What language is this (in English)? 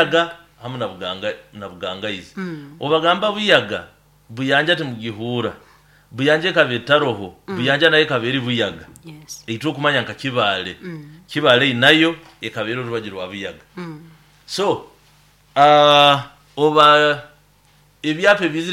Nyoro